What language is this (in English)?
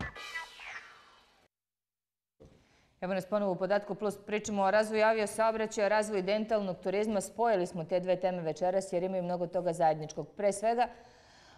Serbian